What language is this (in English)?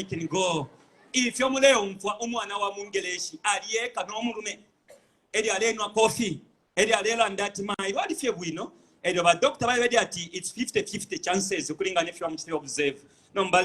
Bemba